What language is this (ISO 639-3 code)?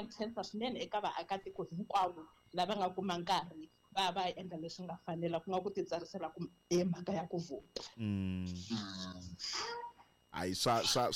tso